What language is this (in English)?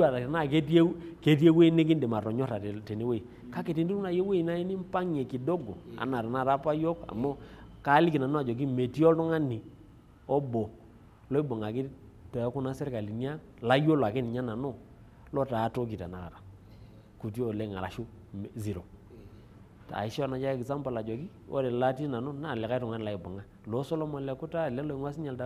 Masai